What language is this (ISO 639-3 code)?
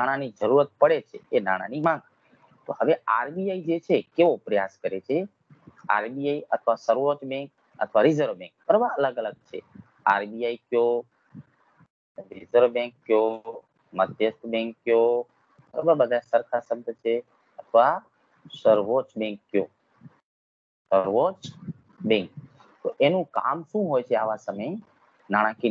guj